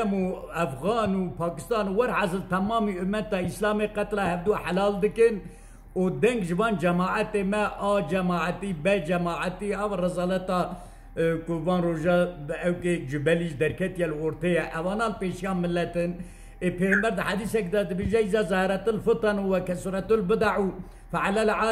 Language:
Kurdish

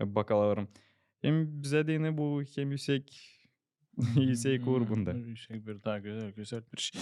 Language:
Gagauz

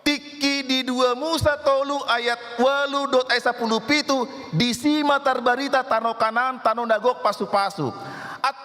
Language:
Batak Toba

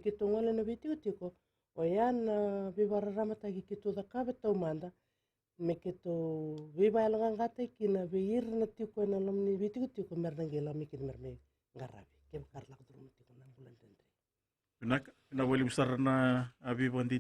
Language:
Fijian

